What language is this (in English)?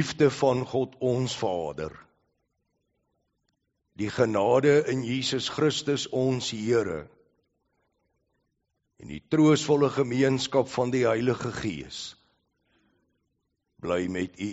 Afrikaans